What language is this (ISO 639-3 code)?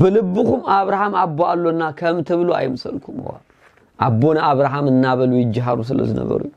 tir